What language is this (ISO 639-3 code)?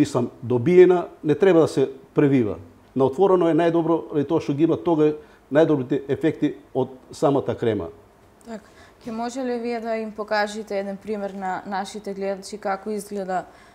mkd